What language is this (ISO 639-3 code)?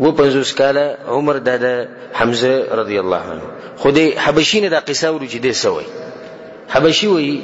pus